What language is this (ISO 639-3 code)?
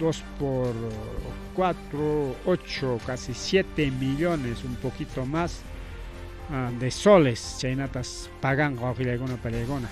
quy